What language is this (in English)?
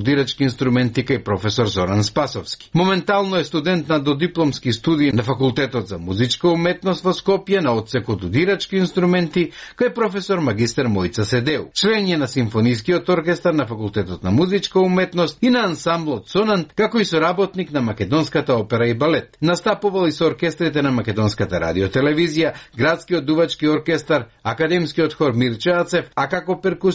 Macedonian